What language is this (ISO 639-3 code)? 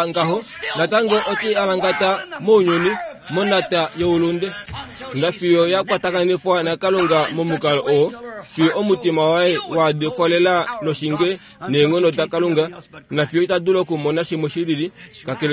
kua